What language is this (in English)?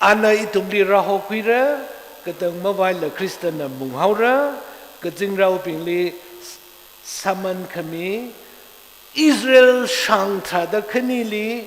Tangkhul Naga (India)